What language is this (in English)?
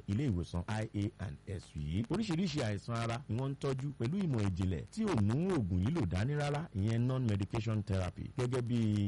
Yoruba